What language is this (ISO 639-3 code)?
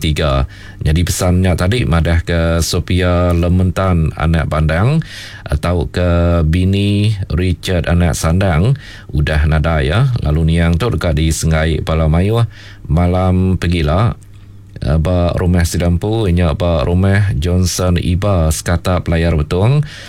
iba